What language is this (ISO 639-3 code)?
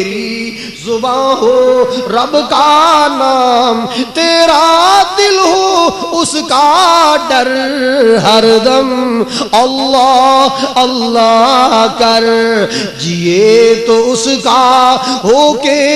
urd